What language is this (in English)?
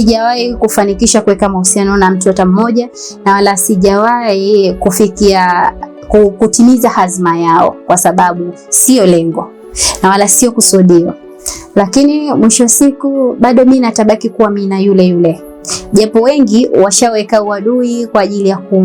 Swahili